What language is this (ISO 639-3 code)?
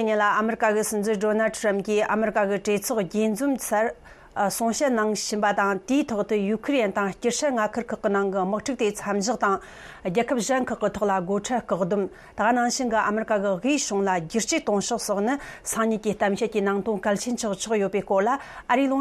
bod